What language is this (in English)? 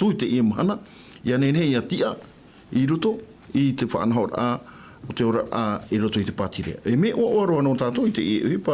Tahitian